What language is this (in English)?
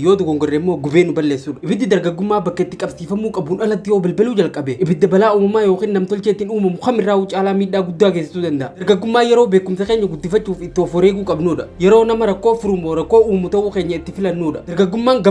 Oromo